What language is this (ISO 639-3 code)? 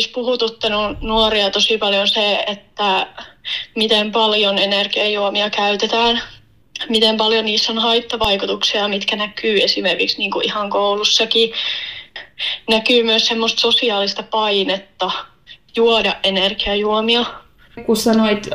fin